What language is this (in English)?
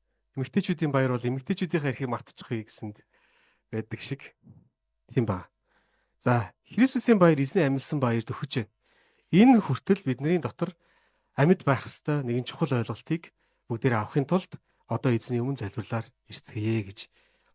Mongolian